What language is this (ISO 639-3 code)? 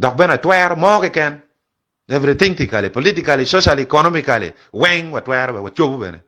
ach